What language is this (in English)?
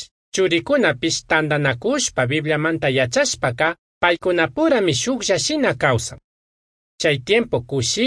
Chimborazo Highland Quichua